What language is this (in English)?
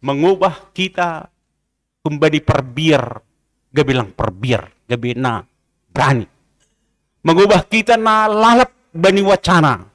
Batak Simalungun